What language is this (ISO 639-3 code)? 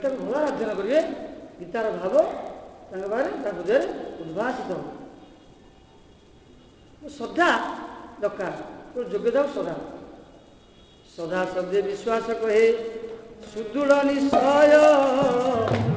ori